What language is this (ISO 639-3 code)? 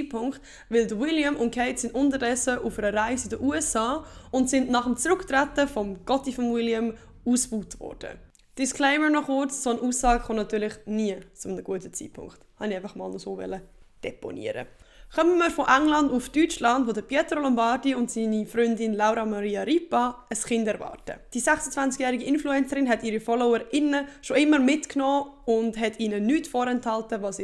gsw